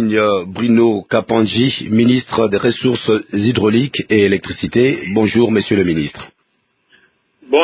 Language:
French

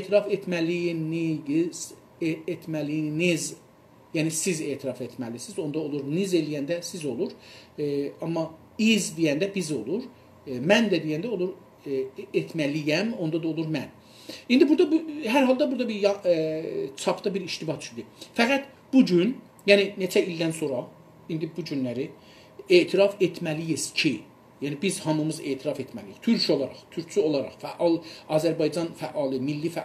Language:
South Azerbaijani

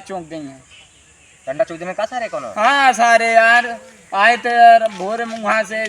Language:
Awadhi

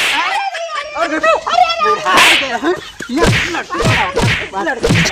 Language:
Awadhi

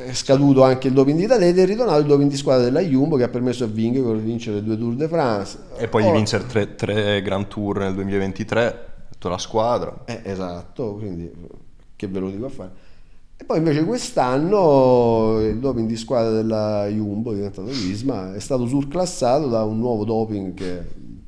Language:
Italian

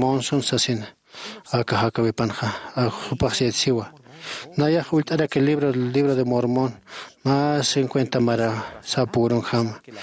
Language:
Aymara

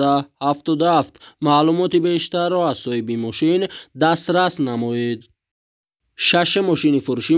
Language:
Tajik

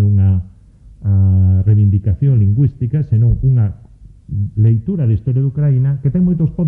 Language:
Galician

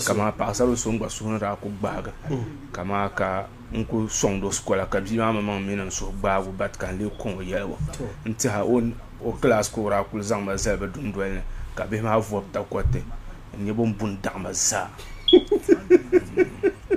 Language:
Dagbani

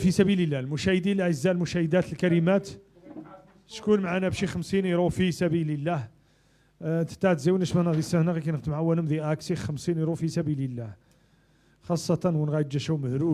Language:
Moroccan Arabic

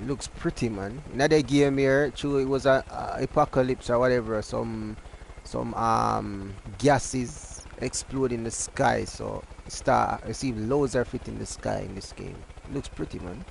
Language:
Jamaican Creole English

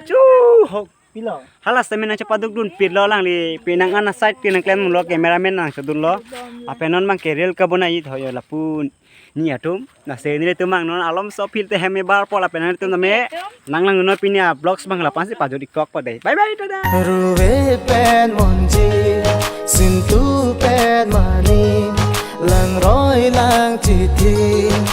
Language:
Karbi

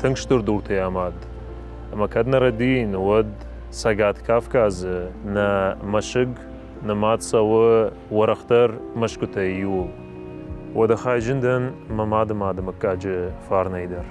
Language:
Ossetic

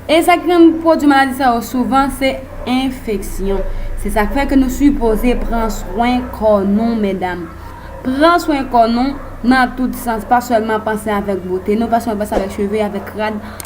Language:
Haitian Creole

